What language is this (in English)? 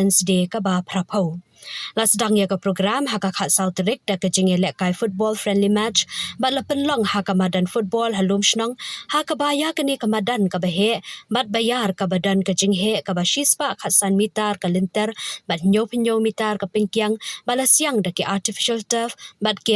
Khasi